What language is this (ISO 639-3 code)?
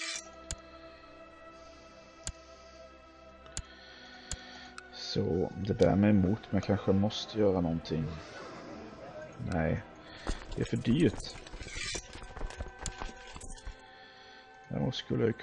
swe